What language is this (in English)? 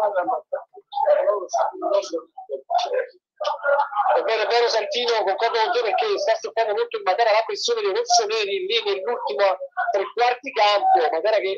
Italian